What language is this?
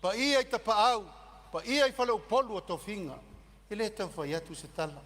Samoan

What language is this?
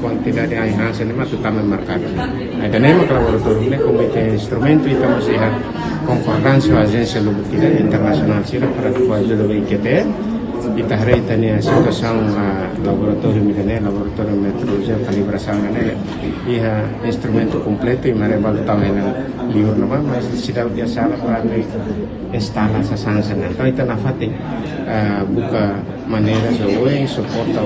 Tetum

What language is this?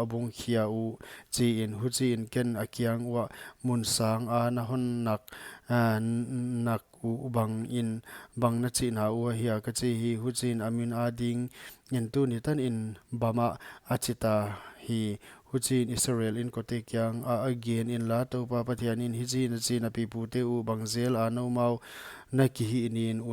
Paite Chin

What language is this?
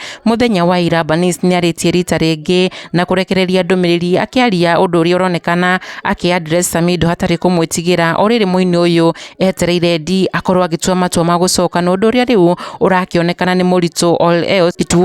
Kikuyu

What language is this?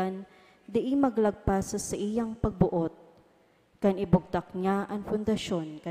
Bikol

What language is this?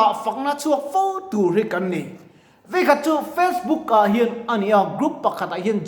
Mizo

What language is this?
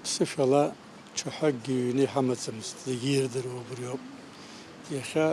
Abkhazian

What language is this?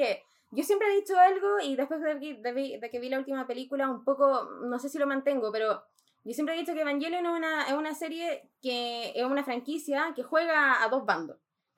Spanish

